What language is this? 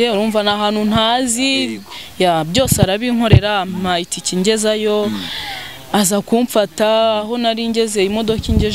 Kinyarwanda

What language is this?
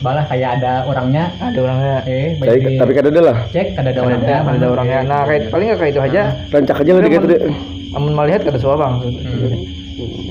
Banjar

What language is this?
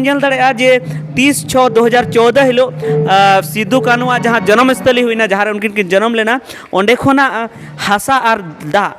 Santali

